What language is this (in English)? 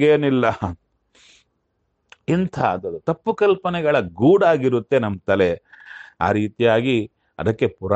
Kannada